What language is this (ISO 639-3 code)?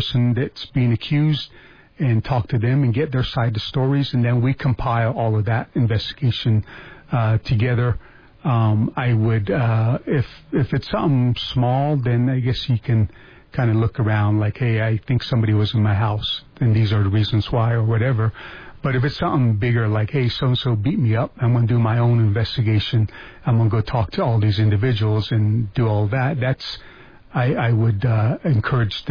eng